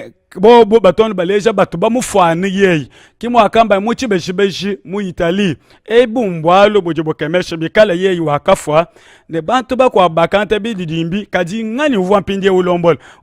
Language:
Luba-Lulua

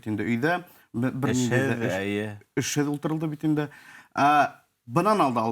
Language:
Bashkir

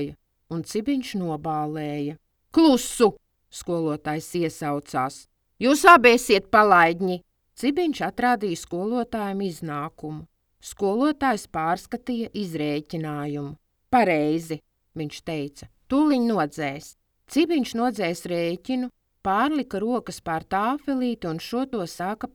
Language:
Latvian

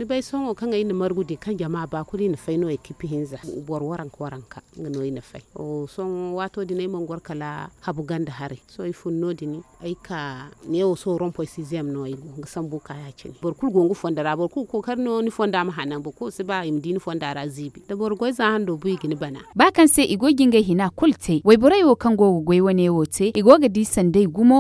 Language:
Zarma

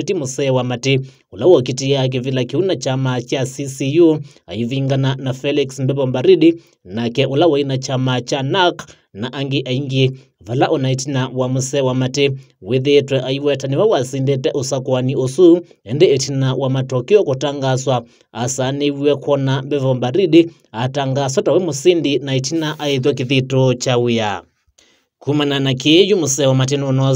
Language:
Kamba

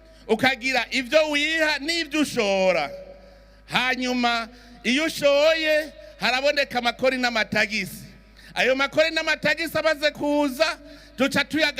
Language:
Rundi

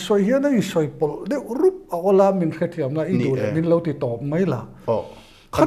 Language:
Mizo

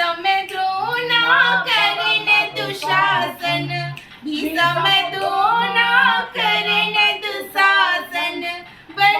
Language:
Chhattisgarhi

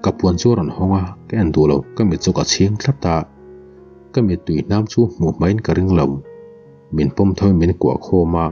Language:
Mizo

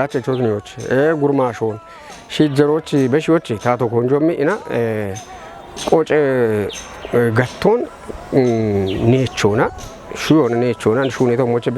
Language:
Kafa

